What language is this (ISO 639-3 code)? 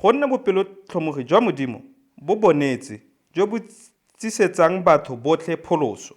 tsn